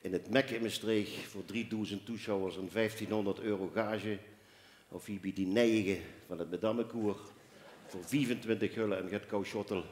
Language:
Limburgish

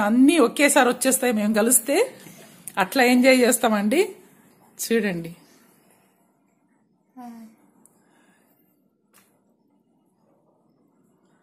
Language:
Telugu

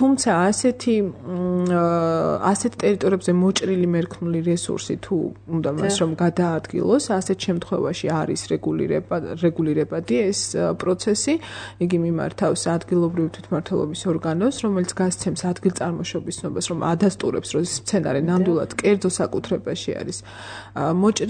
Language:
Georgian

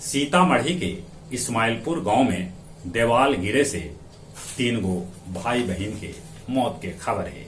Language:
Magahi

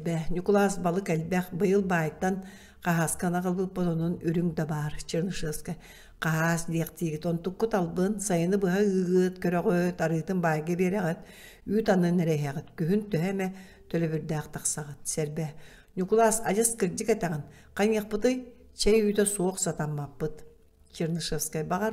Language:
Yakut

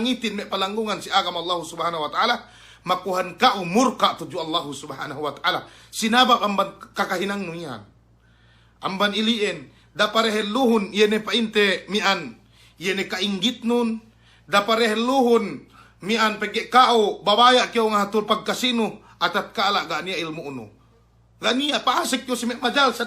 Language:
Yakan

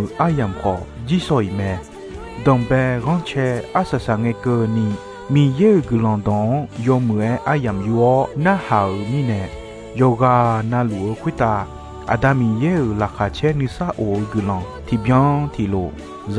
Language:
Akha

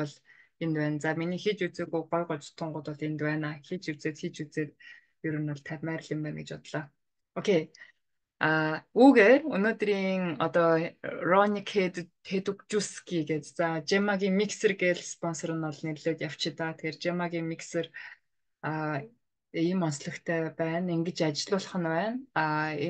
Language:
Mongolian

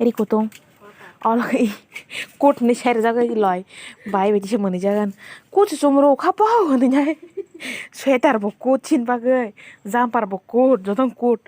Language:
Kok Borok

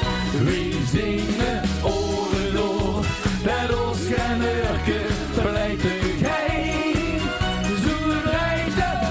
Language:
Limburgish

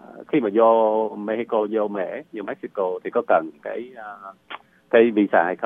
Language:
Vietnamese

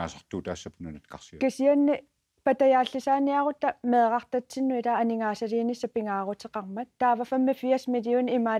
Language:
Kalaallisut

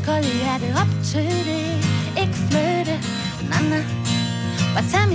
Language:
Danish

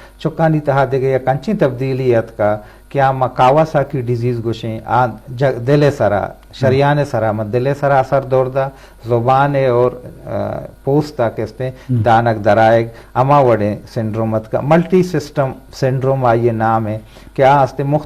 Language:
Eastern Balochi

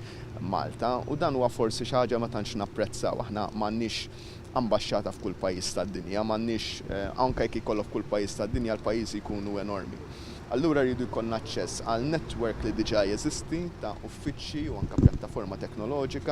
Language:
Maltese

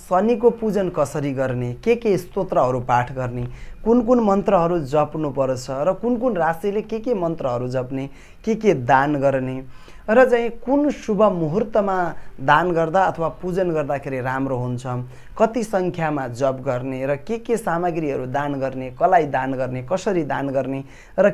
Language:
Nepali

